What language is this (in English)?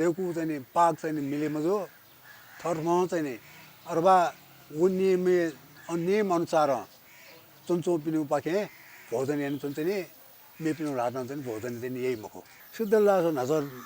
Newari